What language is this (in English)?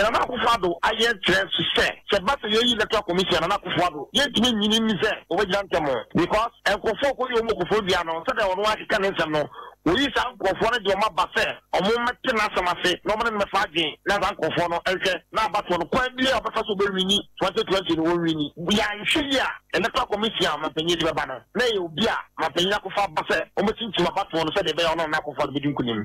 Akan